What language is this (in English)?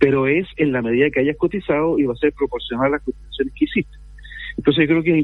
Spanish